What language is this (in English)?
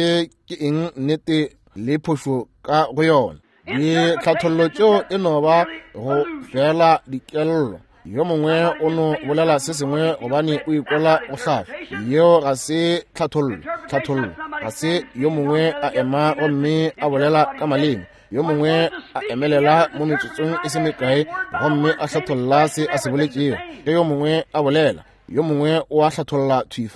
Northern Sotho